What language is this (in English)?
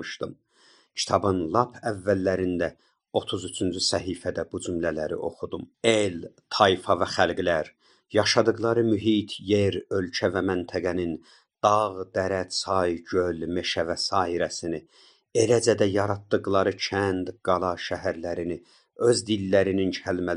South Azerbaijani